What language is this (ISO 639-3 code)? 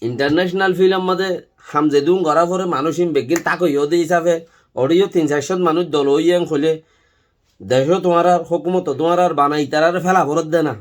rhg